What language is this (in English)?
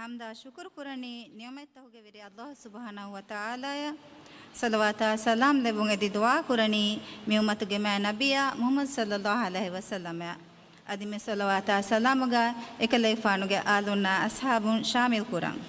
Divehi